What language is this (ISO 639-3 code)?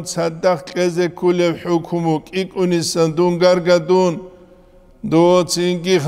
ava